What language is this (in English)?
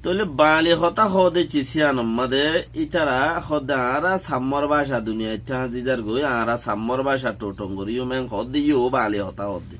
Rohingya